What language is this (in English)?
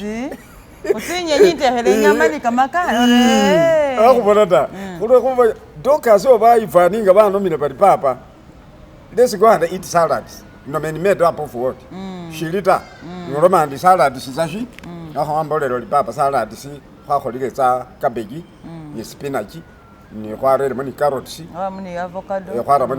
Masaaba